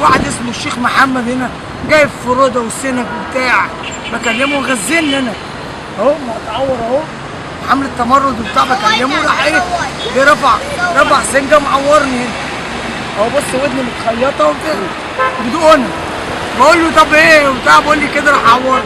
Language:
Egyptian Arabic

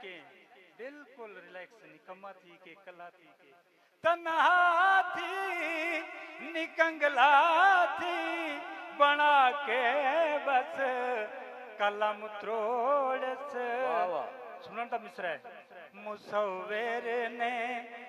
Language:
Saraiki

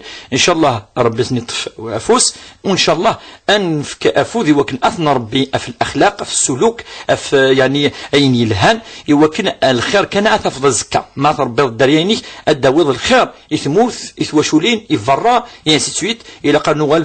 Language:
Kabyle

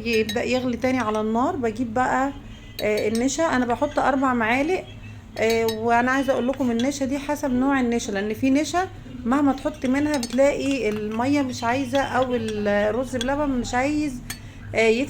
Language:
Egyptian Arabic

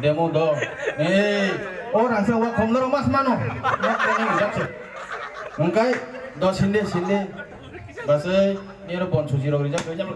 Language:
Kok Borok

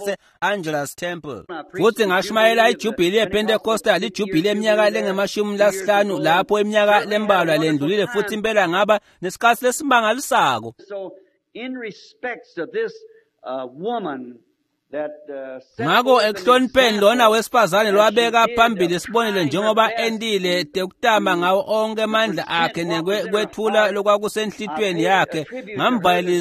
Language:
Swati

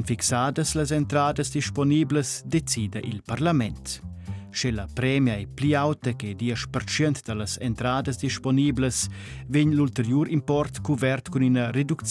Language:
Romansh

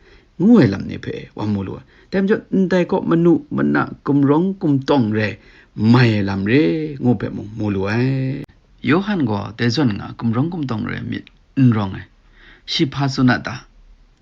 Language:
Kachin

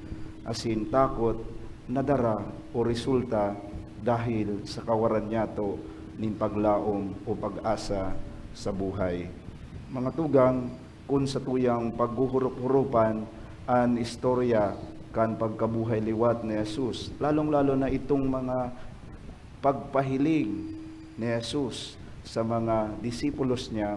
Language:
Bikol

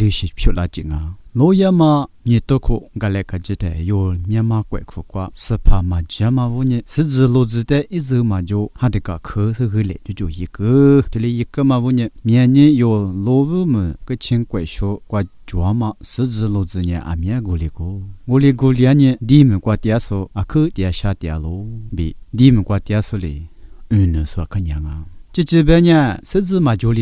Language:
Lisu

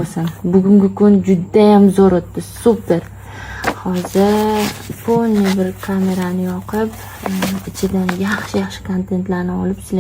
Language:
Uzbek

